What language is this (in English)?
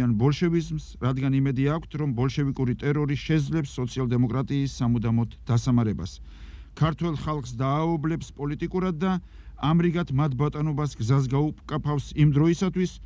Georgian